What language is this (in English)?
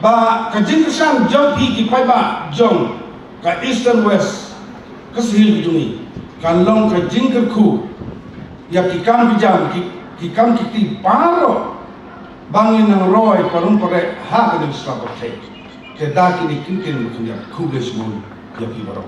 Khasi